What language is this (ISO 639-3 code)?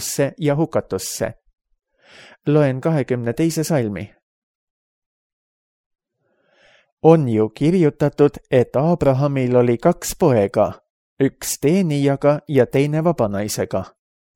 est